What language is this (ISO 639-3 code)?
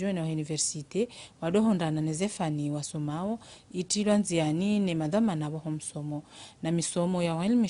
zdj